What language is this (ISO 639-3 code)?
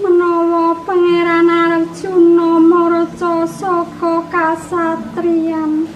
jav